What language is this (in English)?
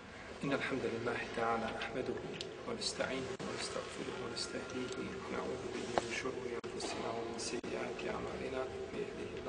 Bosnian